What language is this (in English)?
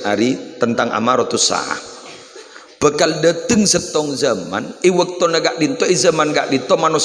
Madurese